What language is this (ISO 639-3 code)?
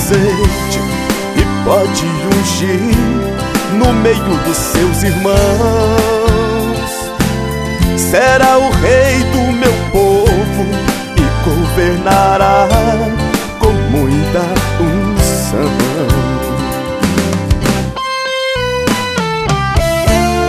por